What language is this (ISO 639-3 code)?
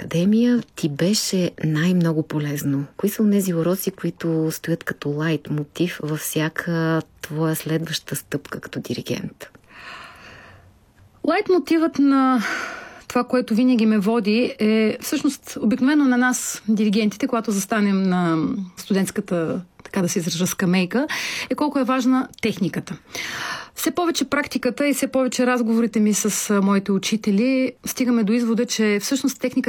bul